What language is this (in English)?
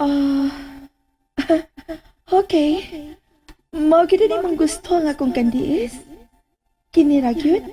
Cebuano